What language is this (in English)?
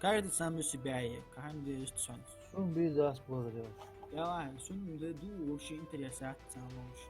Ingush